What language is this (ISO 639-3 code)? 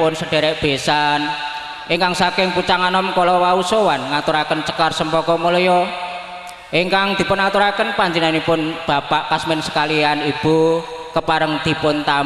jav